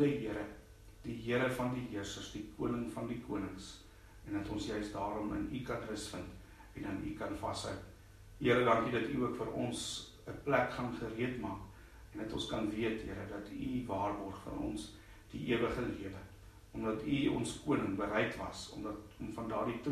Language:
Afrikaans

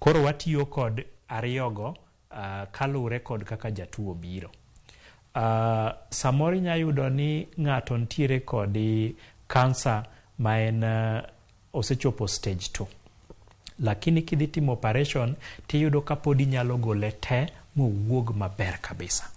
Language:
Luo (Kenya and Tanzania)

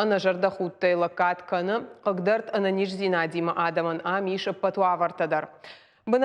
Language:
Ossetic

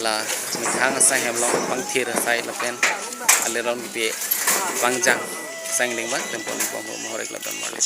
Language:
Karbi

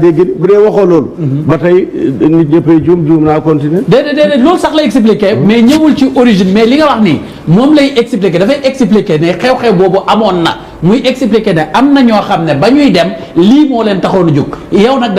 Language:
Wolof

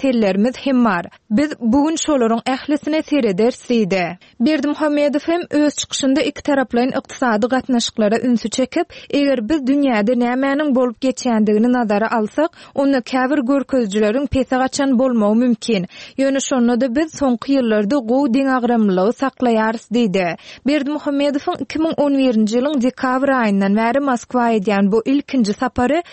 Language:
Turkmen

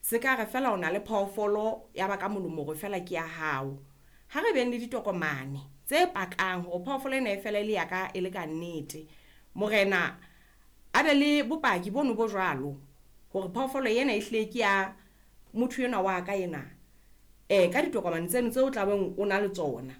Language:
Southern Sotho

